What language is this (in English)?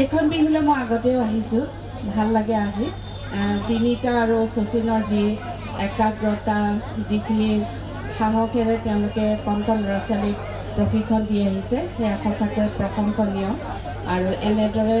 Assamese